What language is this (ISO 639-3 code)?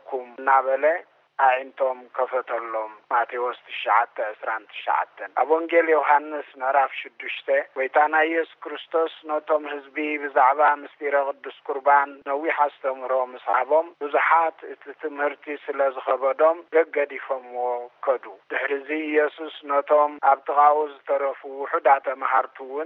tir